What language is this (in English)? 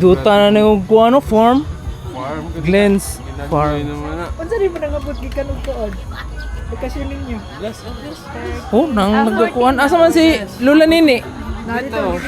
Cebuano